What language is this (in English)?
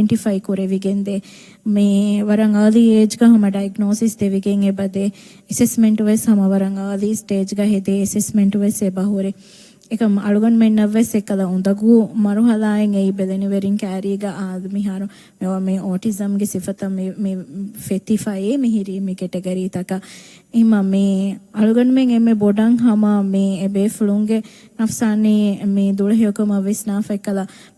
Divehi